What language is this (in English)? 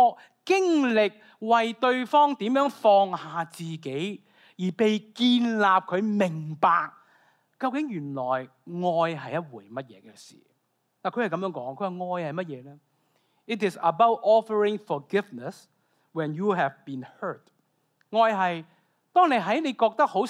Cantonese